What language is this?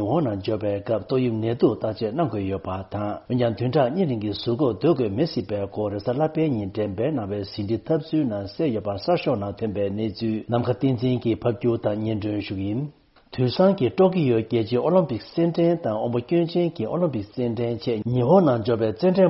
Tibetan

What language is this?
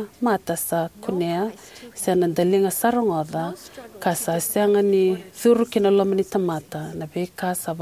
Fijian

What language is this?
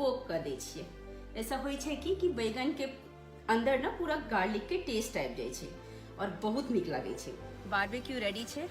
Maithili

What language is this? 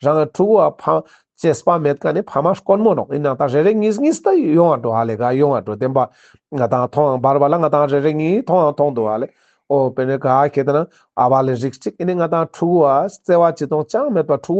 Ladakhi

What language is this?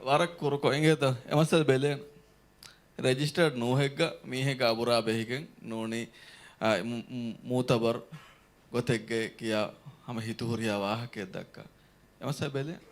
Divehi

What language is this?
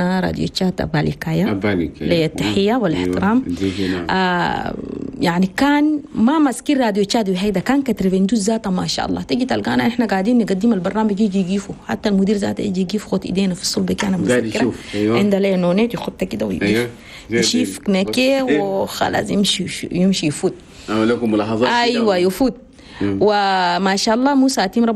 Chadian Arabic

